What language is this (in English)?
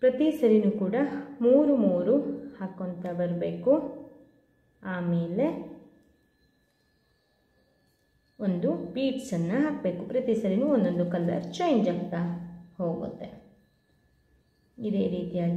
Kannada